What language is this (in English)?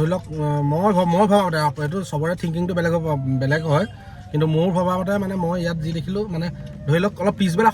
Assamese